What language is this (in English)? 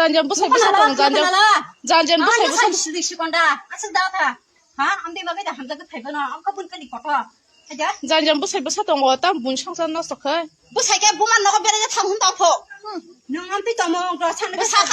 Kok Borok